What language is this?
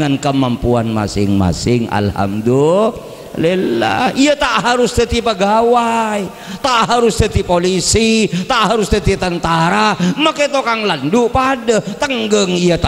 Madurese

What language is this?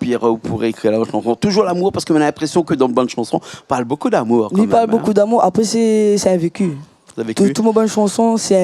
Réunion Creole French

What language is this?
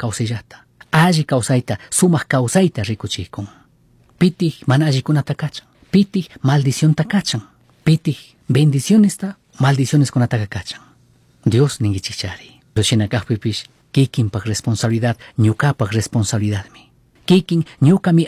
Chimborazo Highland Quichua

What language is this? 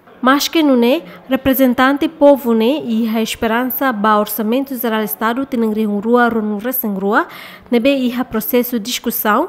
Tetum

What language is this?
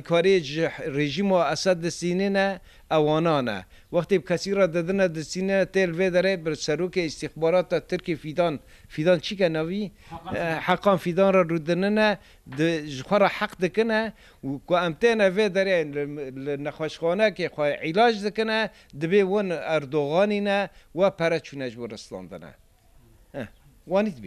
Kurdish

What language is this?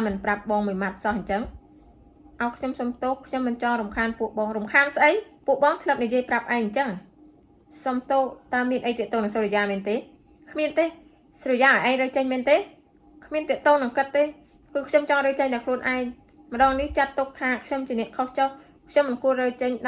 Khmer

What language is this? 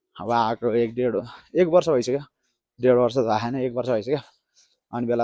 Nepali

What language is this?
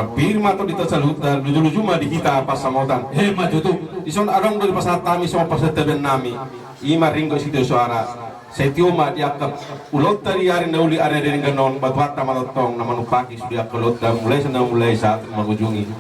Batak Toba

